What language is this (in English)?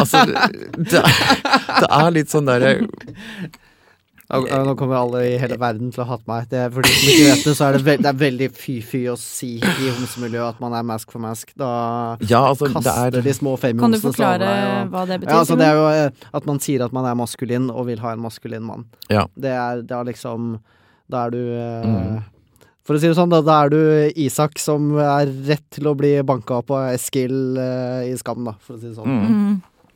Norwegian